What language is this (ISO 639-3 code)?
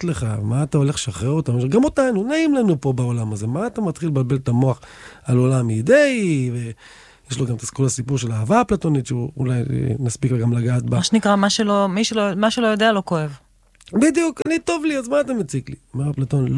heb